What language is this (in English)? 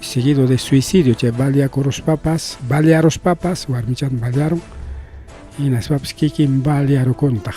Ayacucho Quechua